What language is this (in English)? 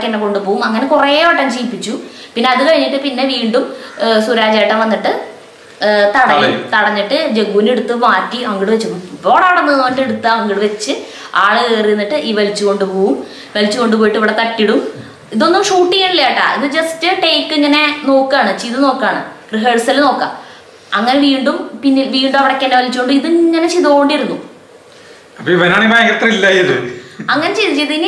Malayalam